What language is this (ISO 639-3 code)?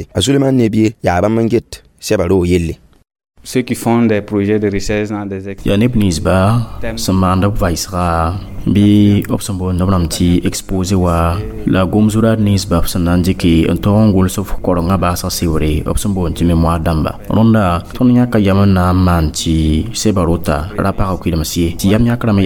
mos